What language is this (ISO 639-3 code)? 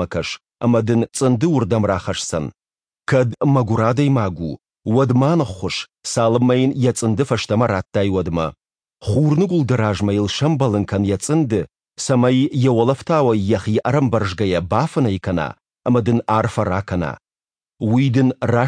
oss